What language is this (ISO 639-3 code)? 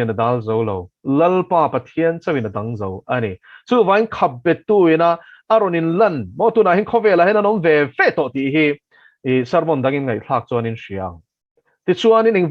lus